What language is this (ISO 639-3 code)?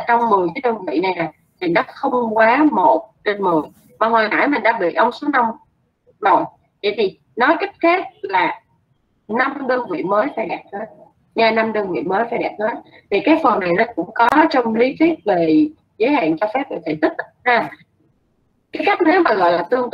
vie